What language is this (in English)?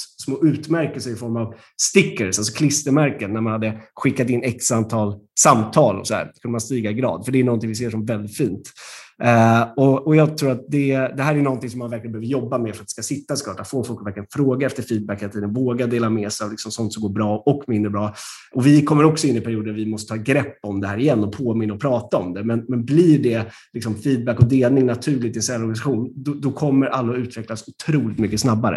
Swedish